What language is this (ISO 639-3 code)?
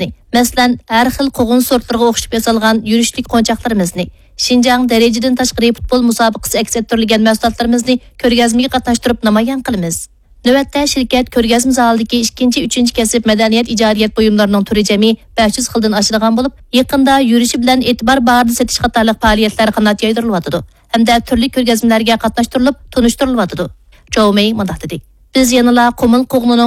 uig